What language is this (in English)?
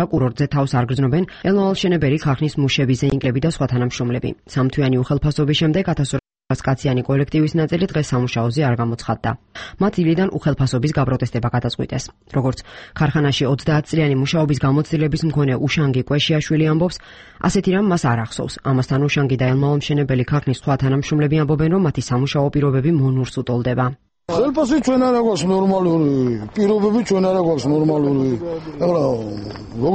Georgian